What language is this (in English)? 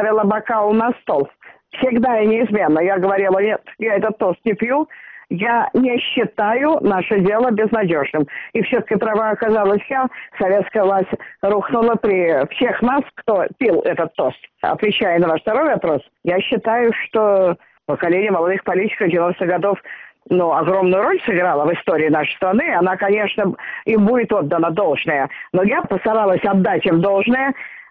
Russian